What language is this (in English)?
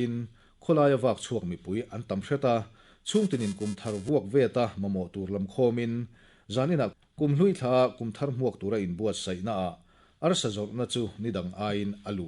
Mizo